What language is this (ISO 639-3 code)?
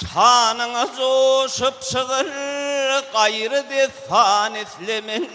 tuk